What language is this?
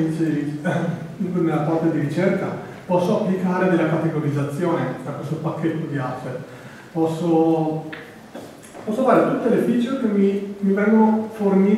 Italian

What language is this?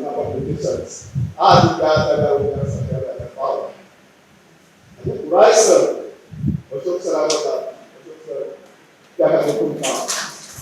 Konkani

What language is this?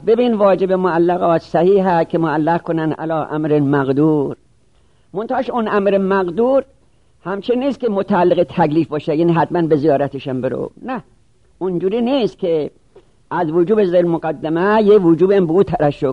Persian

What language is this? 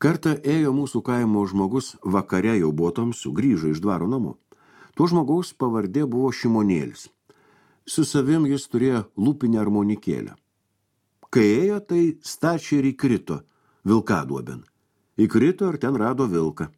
Lithuanian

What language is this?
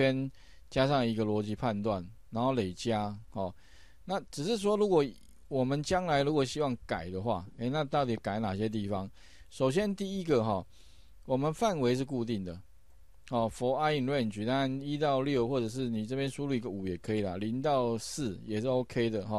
Chinese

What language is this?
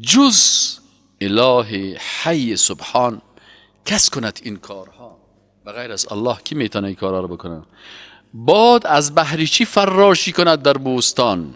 Persian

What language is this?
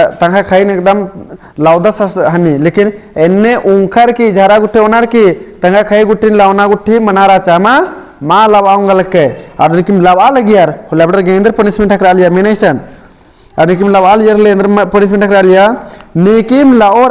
Kurukh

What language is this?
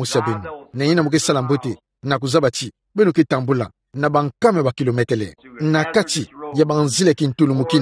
Kituba (Democratic Republic of Congo)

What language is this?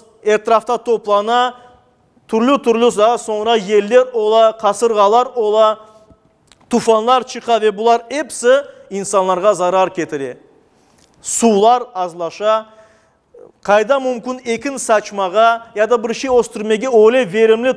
Crimean Tatar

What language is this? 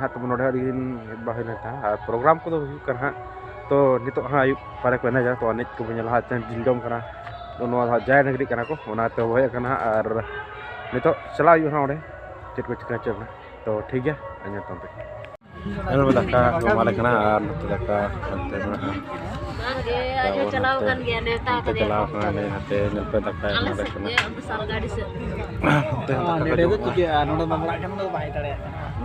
Santali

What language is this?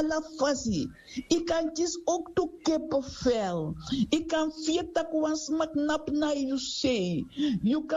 Sranan Tongo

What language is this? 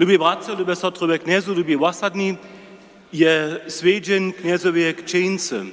Upper Sorbian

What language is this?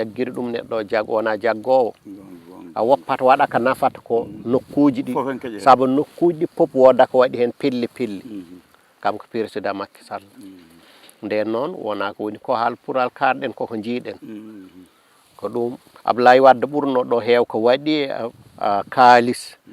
Fula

